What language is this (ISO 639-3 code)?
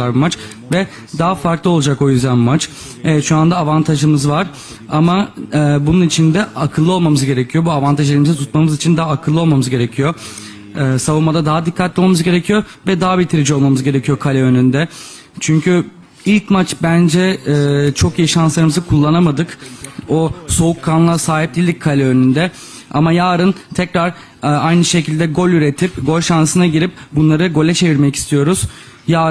tur